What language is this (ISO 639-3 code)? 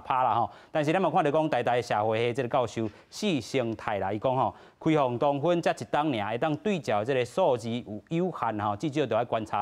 nan